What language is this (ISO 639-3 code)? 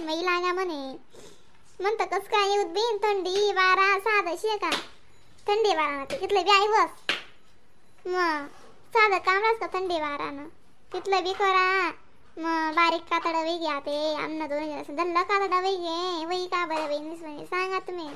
khn